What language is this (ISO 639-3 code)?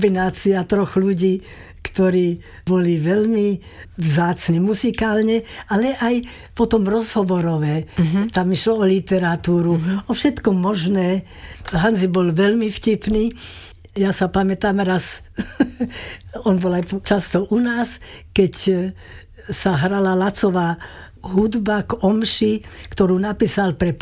slk